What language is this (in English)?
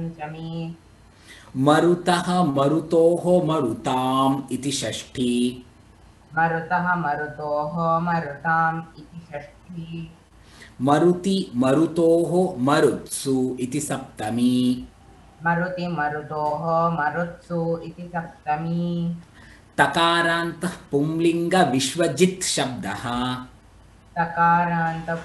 Sanskrit